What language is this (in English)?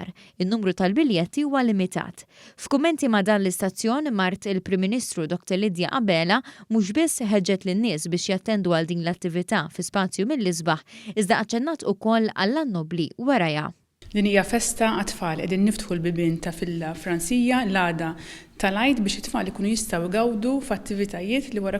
Maltese